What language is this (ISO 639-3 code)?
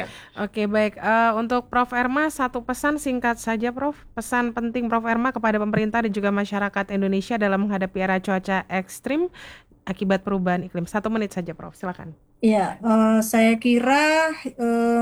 ind